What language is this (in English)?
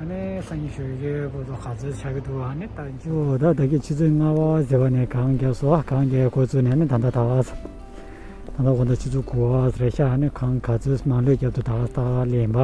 Tibetan